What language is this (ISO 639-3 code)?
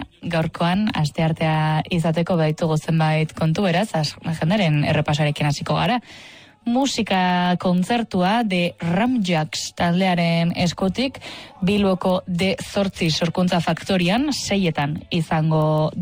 eus